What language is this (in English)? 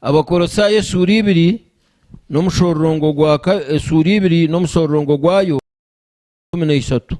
Nyankole